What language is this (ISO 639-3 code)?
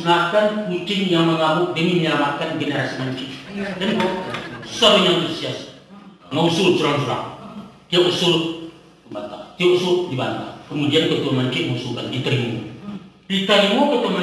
min